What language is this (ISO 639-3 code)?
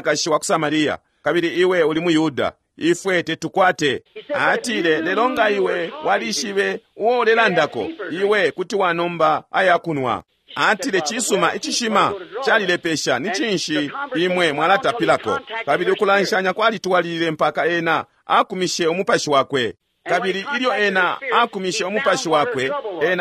bem